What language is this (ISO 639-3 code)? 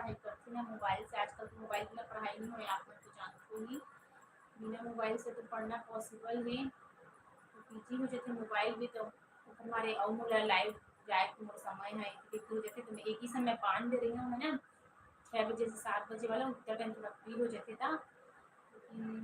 hne